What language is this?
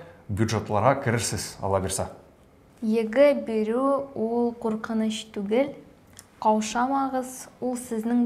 Tatar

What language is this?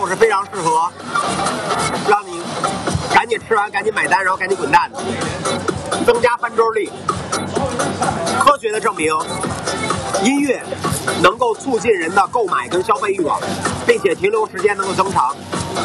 Chinese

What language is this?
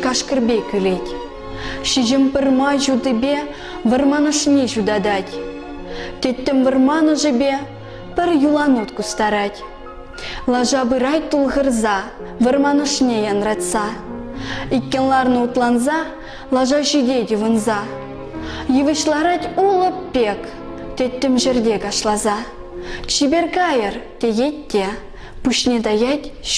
Chuvash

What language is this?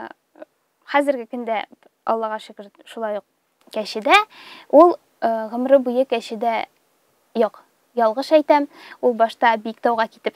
Tatar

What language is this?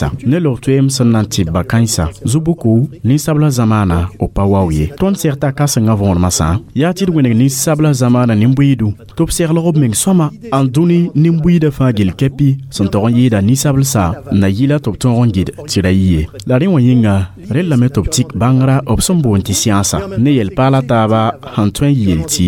Mossi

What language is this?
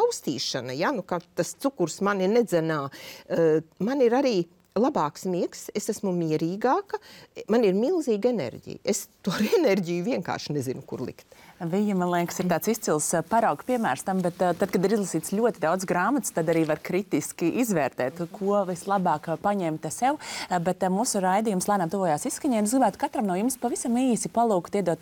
Latvian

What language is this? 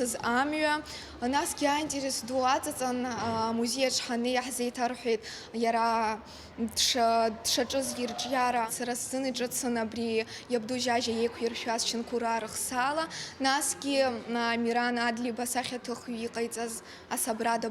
Abkhazian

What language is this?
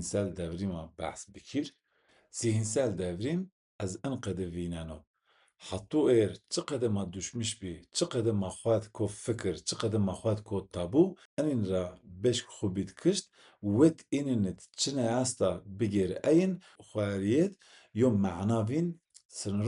Zaza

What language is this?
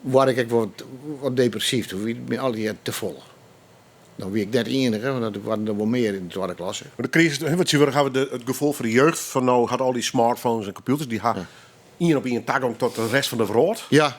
Western Frisian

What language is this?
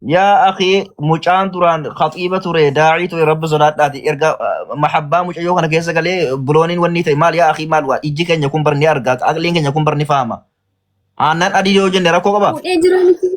Oromo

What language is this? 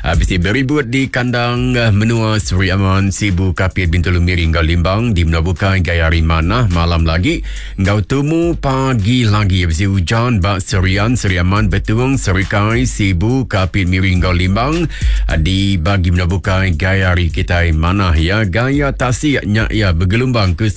Iban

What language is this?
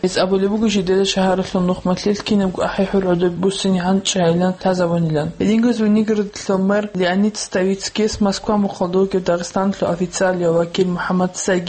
Avaric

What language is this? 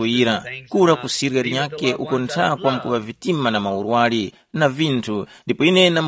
Tumbuka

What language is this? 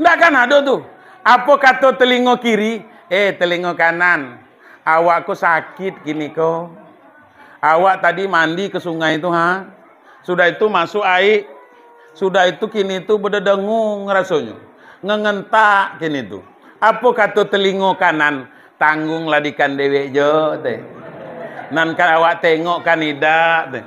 Minangkabau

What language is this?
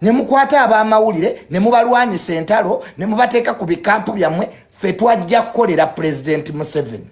Ganda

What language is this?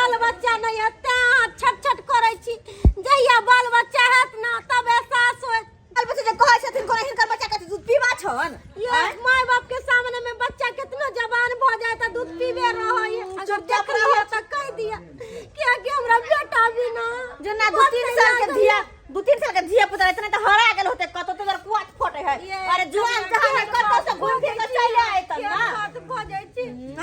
Maithili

